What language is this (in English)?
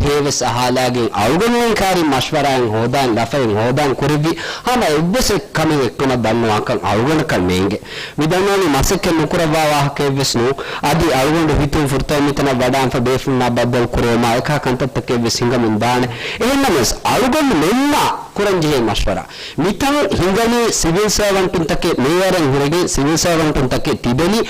Divehi